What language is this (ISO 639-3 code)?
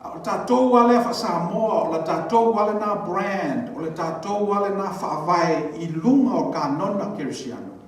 smo